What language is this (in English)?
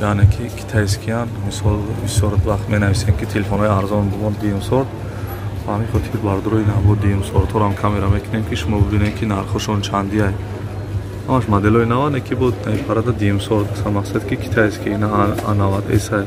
Tajik